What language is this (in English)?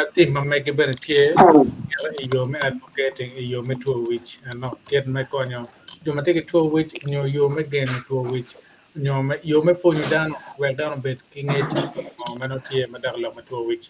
Acoli